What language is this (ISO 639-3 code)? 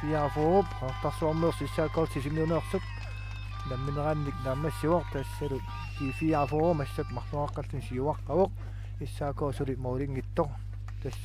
kal